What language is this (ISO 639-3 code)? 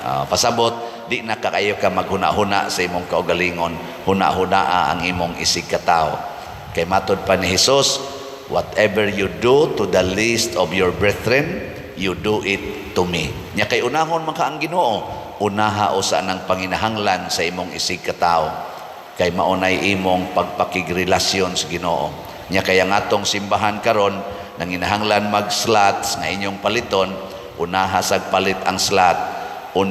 ceb